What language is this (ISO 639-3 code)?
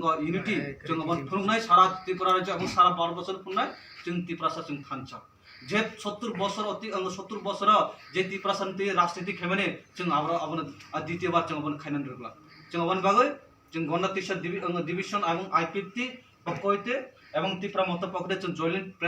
trp